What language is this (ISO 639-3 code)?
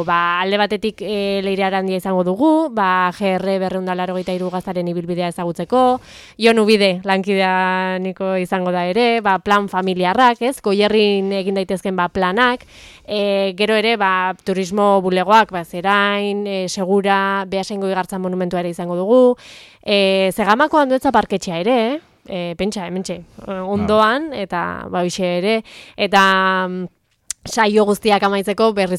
eus